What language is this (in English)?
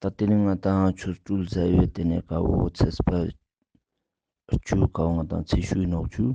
Ladakhi